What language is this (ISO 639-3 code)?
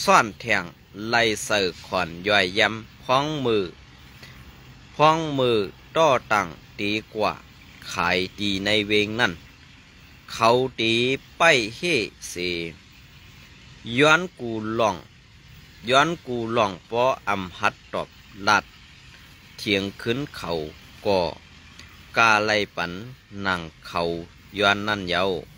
shn